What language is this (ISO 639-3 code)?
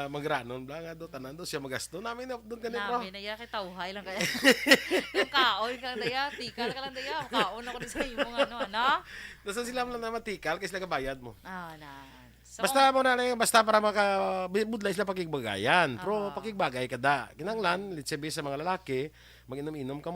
hil